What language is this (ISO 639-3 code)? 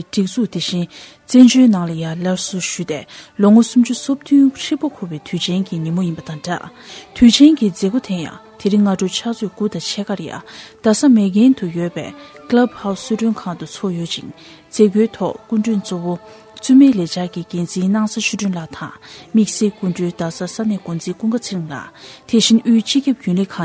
bod